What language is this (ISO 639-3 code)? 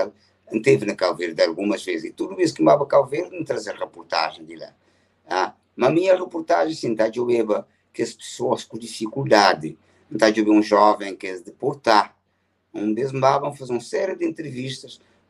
kea